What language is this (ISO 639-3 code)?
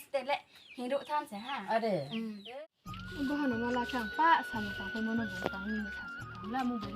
ria